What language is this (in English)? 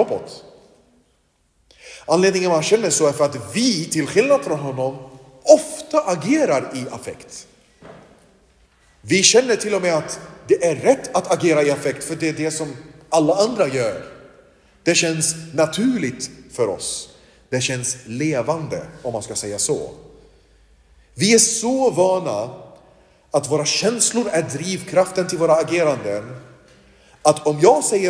Swedish